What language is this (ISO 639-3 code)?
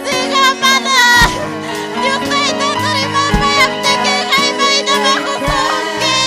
quy